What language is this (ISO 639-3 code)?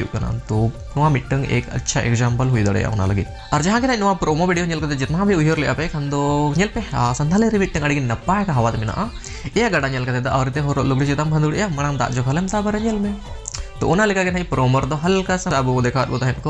sat